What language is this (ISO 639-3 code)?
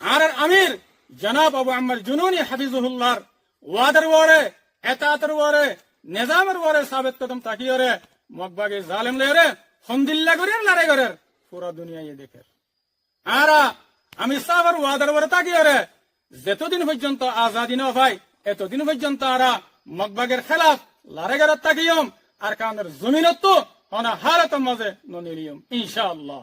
rhg